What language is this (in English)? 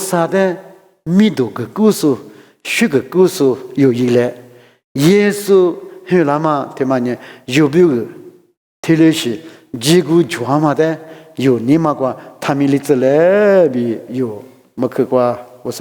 Lisu